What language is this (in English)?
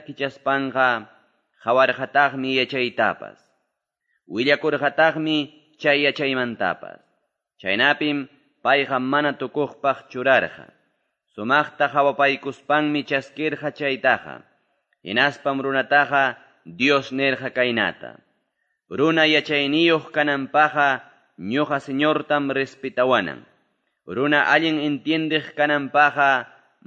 Quechua